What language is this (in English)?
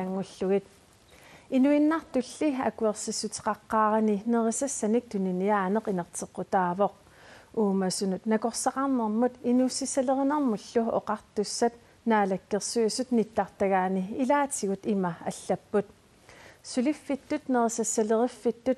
Kalaallisut